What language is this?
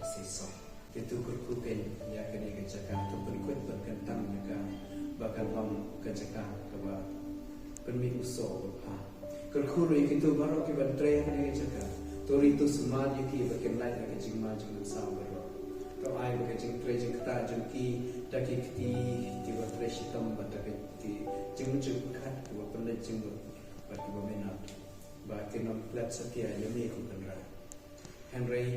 Khasi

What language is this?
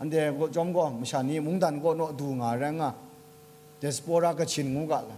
Kachin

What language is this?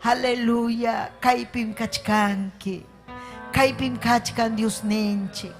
Ayacucho Quechua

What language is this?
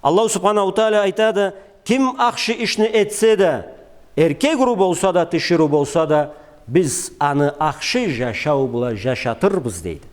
Karachay-Balkar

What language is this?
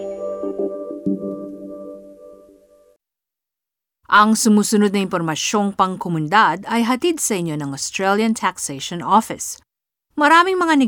Filipino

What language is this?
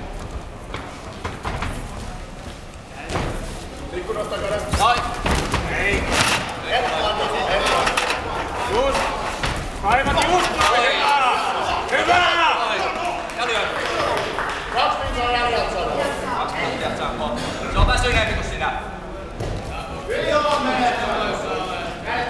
Finnish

